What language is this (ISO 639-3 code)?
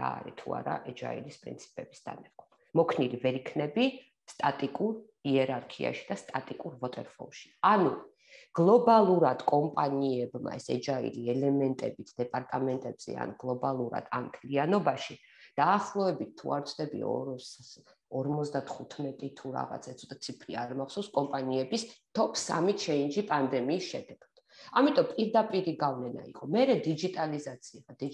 kat